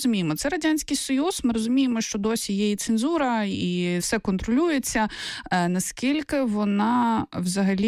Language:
Ukrainian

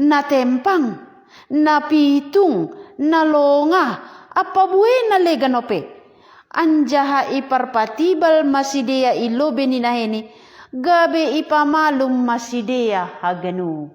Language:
Batak Simalungun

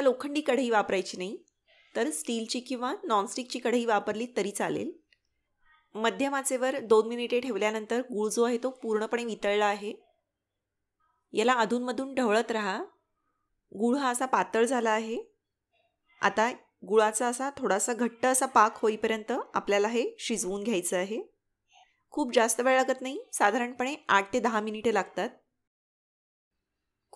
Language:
Marathi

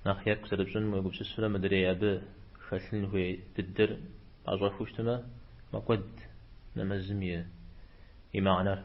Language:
Kabardian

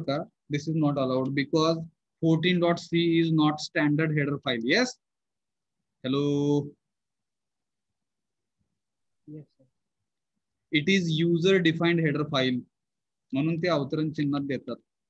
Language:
Marathi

